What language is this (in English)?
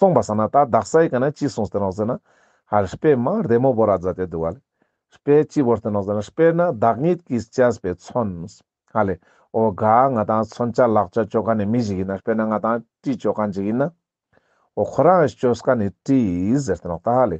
Ladakhi